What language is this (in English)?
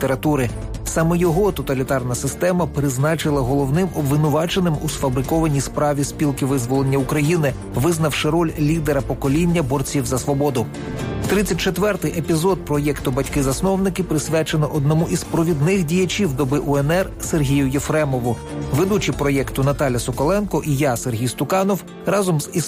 Ukrainian